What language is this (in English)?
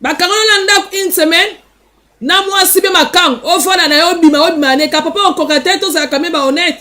Lingala